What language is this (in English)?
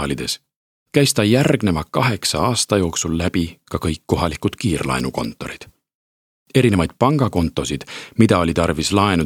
Estonian